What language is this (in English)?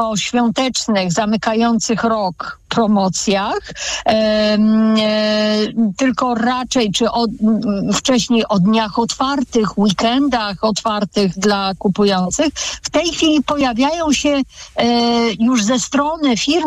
Polish